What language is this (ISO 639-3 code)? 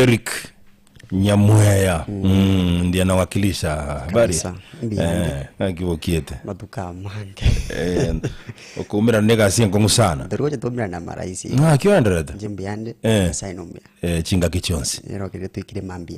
guz